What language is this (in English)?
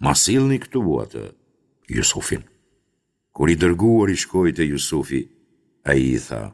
Albanian